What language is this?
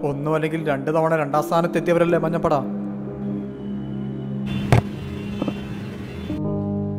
Malayalam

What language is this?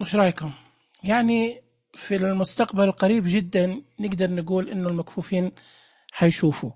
Najdi Arabic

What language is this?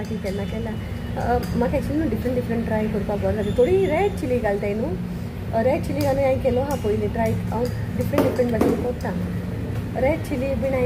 Konkani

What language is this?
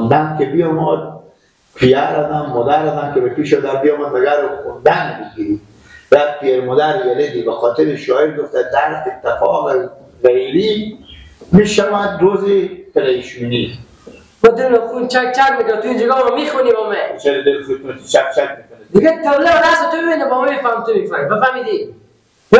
Persian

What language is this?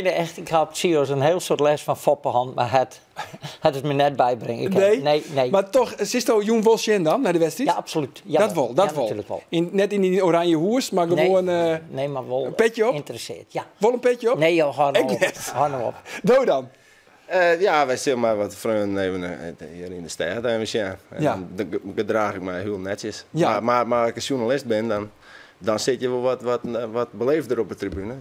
Western Frisian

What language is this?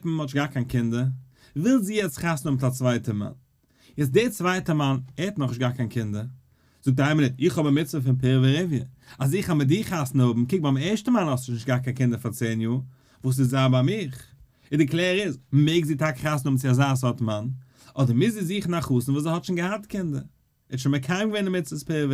Yiddish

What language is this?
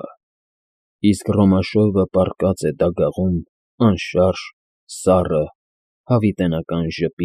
Armenian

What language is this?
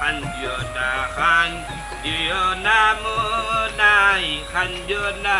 Sylheti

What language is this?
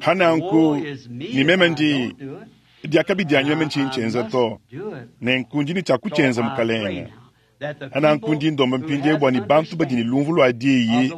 Luba-Lulua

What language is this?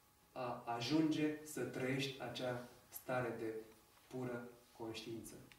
Romanian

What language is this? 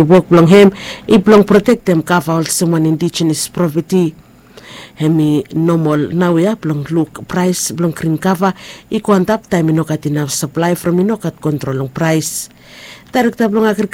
Bislama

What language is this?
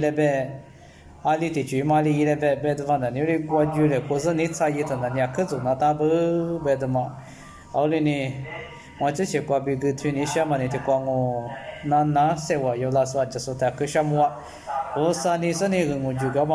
Lisu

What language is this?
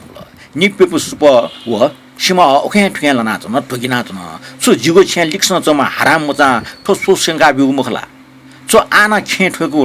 Newari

